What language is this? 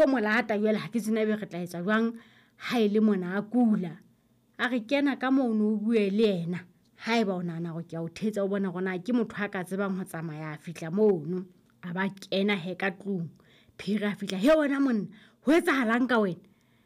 Southern Sotho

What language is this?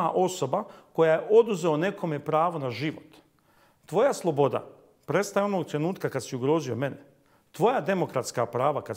Bosnian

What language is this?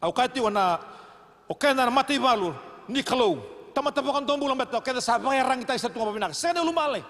Fijian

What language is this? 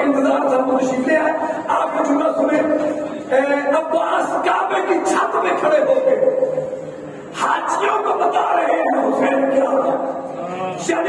Urdu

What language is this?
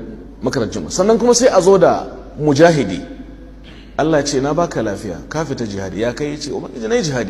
Hausa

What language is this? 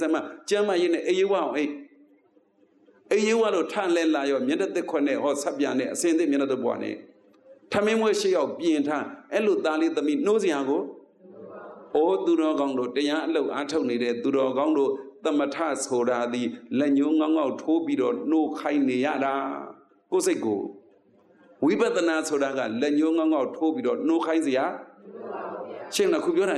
Burmese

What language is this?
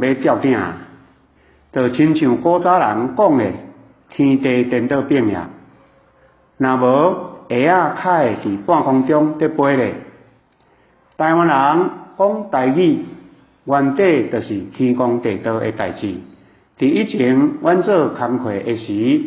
Min Nan Chinese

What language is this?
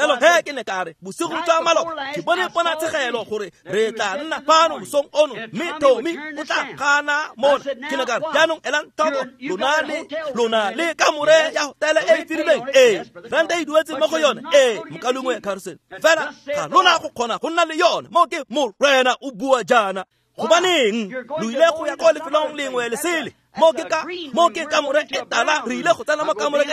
Tswana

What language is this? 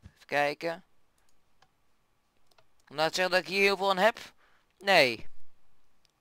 Dutch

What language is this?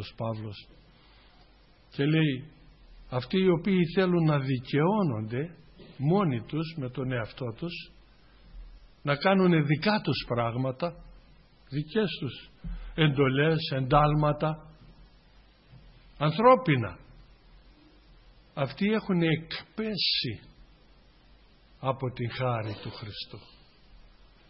Greek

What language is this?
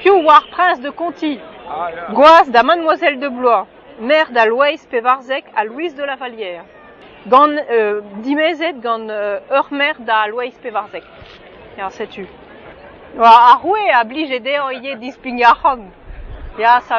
Breton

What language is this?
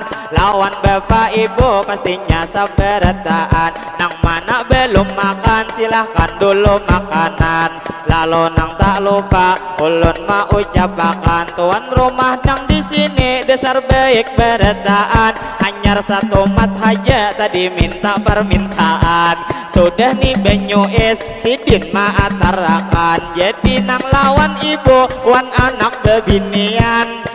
Banjar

